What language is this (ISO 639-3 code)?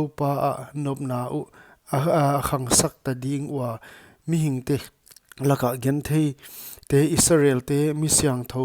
pck